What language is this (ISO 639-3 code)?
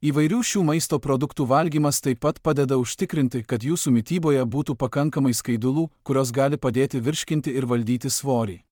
lit